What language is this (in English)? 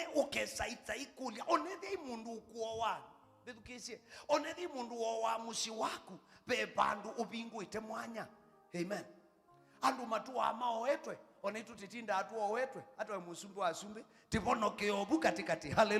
Kamba